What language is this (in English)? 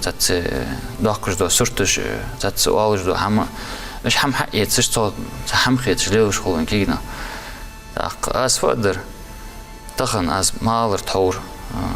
Ingush